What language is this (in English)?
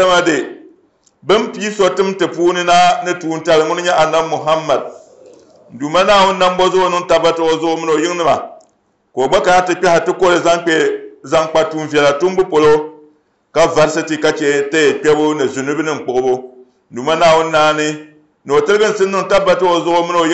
Dagbani